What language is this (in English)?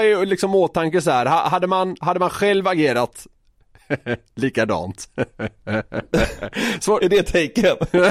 Swedish